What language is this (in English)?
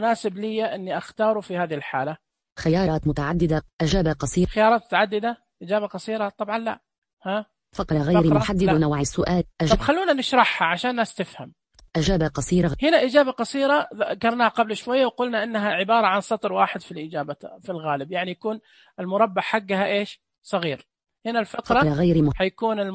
Najdi Arabic